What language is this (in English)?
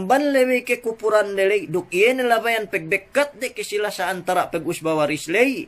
Yakan